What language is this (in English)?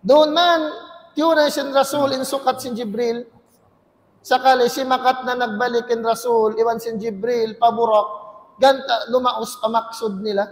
Tausug